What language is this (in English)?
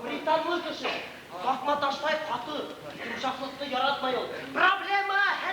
Bashkir